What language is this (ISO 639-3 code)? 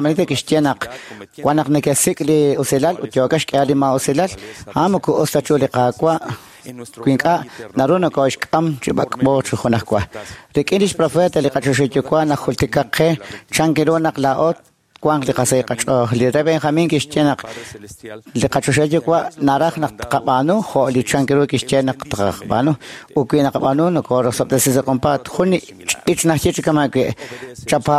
kek